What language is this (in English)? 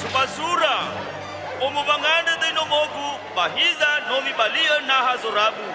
Nias